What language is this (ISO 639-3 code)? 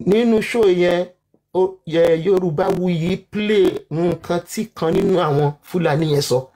yor